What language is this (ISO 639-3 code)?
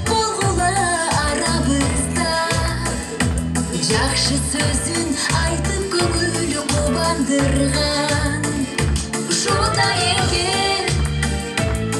kir